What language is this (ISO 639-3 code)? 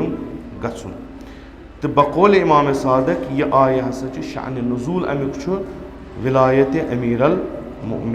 kas